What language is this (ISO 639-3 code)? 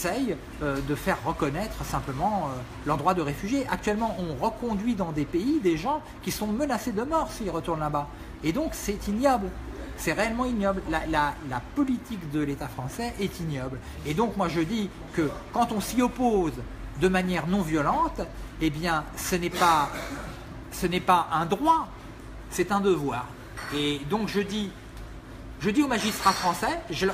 fra